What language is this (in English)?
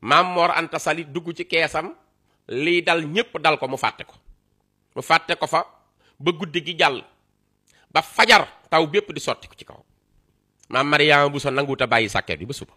Wolof